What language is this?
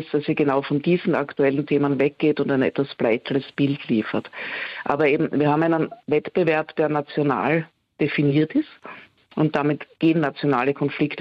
German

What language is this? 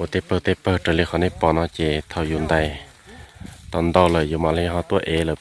Hmong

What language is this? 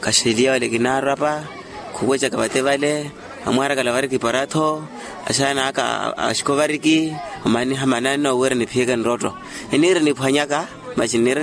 Makhuwa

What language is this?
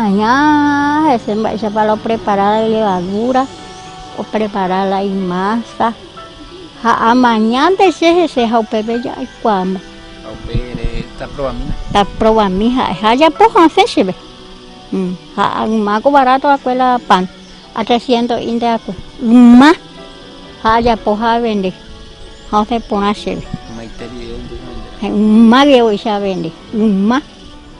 Guarani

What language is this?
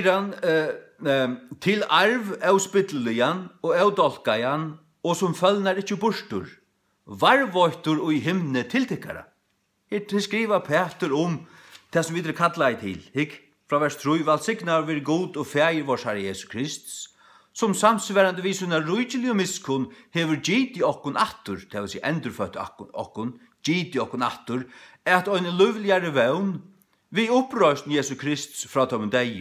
Faroese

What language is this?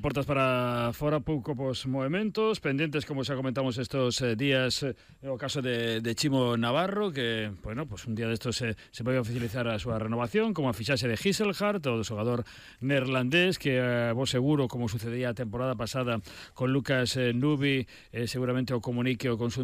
Galician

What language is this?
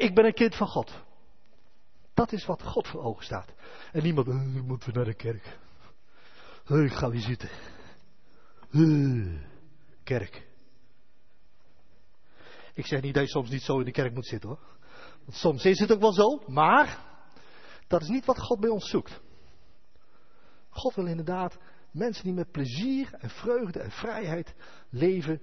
Dutch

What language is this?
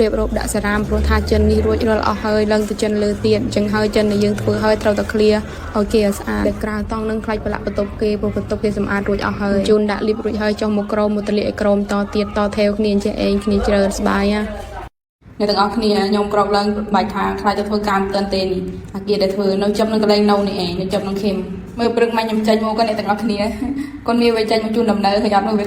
Khmer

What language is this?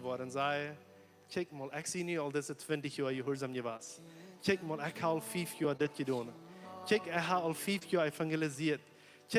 Plautdietsch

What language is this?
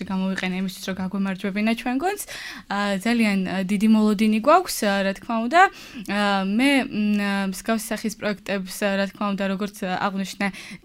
Georgian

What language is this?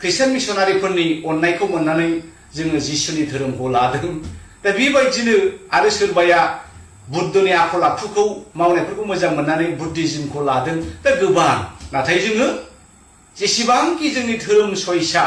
Bodo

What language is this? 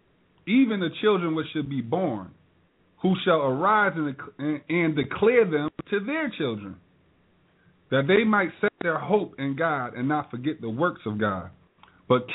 English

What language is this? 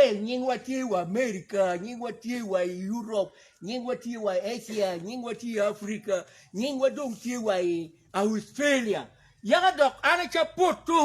Acoli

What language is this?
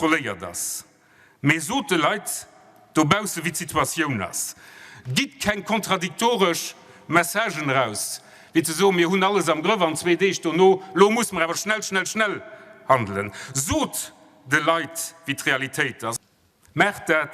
Luxembourgish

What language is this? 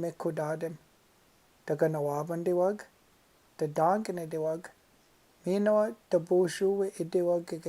Chippewa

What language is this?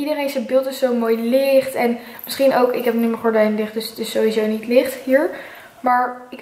Dutch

